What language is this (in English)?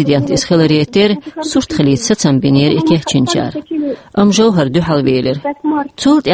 Chechen